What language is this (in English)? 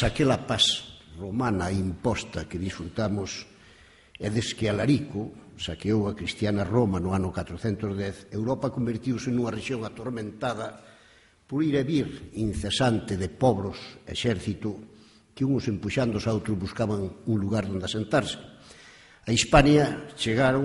Galician